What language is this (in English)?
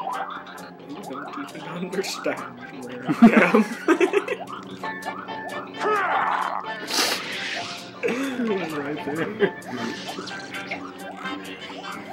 English